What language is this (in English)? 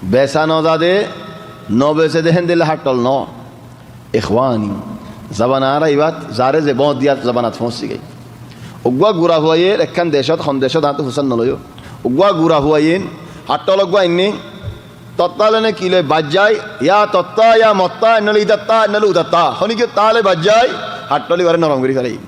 Rohingya